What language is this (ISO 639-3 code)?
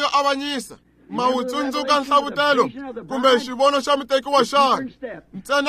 tso